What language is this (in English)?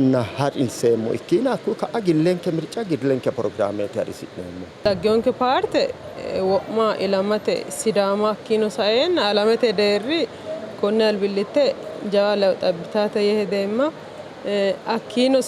Sidamo